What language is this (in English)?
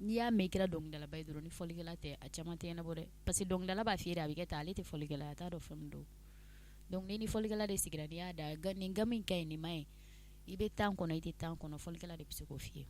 Bambara